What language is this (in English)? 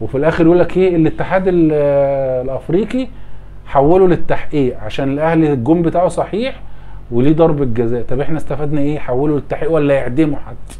Egyptian Arabic